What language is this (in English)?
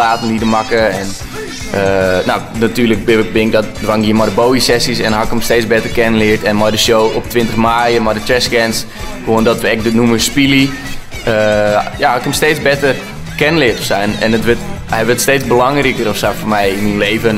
Western Frisian